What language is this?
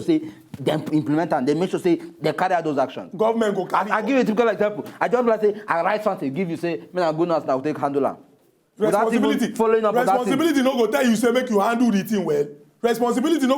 Nigerian Pidgin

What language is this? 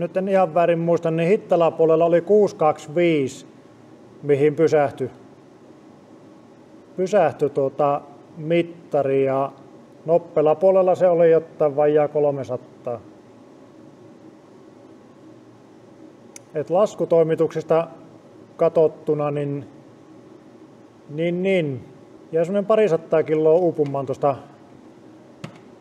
Finnish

